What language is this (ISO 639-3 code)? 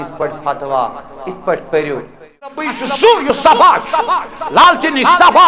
kas